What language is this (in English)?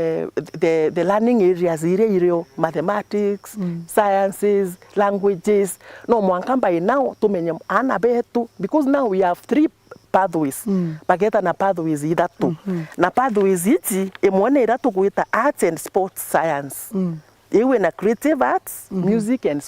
Meru